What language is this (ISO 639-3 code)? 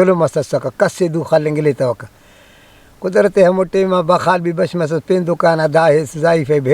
brh